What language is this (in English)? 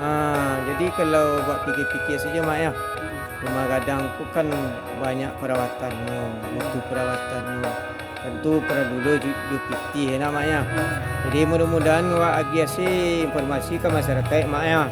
Minangkabau